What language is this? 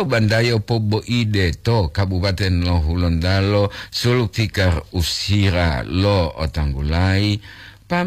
Gorontalo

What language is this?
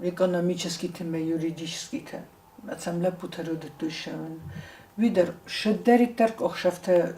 Ossetic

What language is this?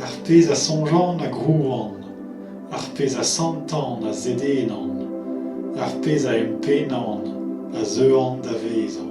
Breton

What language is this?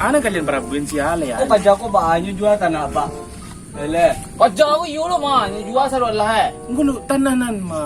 Minangkabau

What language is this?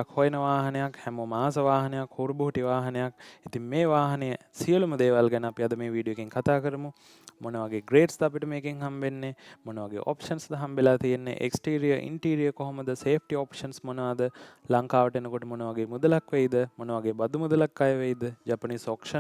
Sinhala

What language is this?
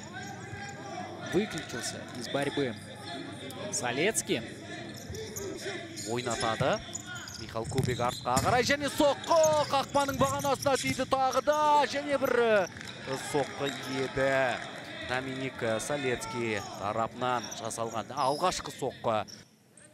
Kazakh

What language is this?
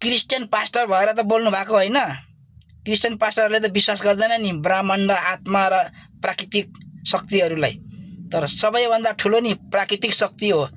Nepali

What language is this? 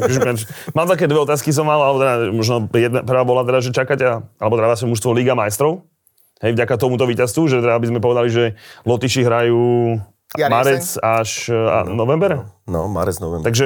Slovak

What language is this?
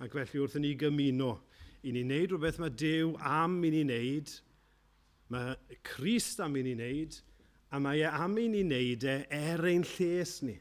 Welsh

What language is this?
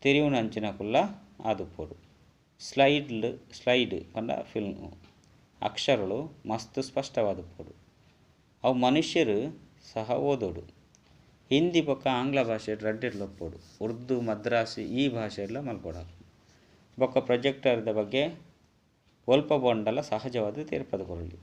Tulu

